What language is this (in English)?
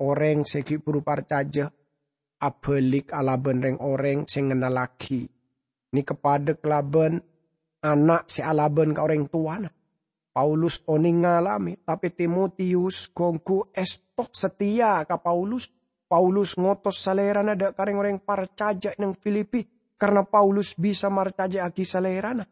Madurese